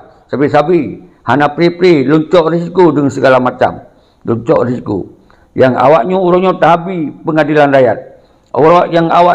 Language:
Achinese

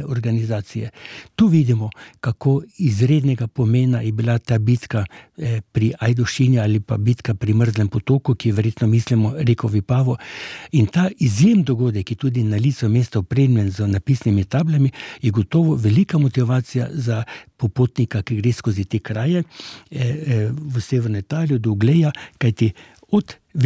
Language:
Slovenian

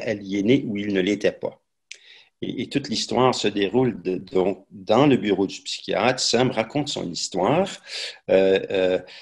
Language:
French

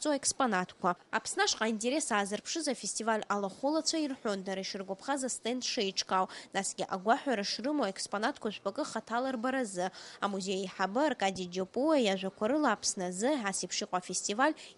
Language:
Abkhazian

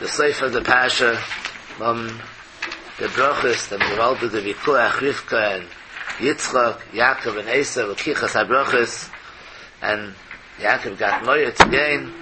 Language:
Yiddish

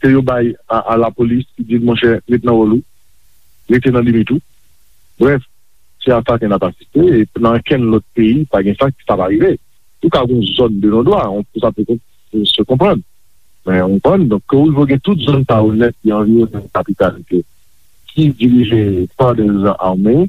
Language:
Haitian Creole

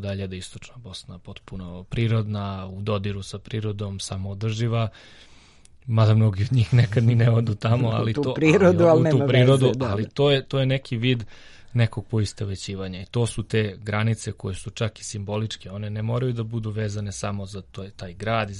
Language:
Serbian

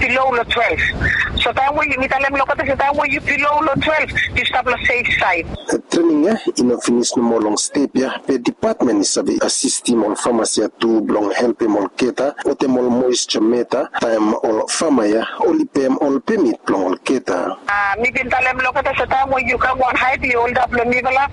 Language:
Bislama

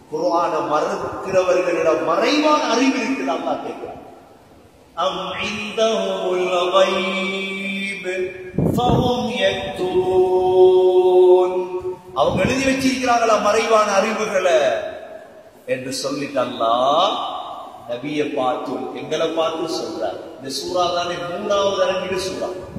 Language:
Tamil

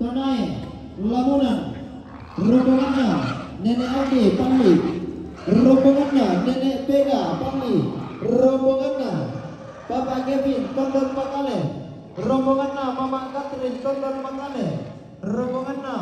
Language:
Toraja-Sa'dan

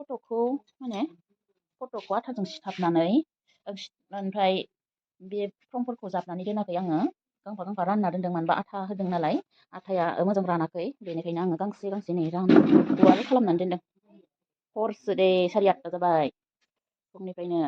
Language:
Bodo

